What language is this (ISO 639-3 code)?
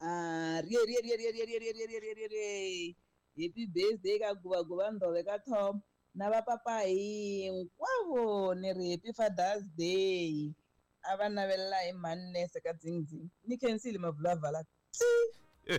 tso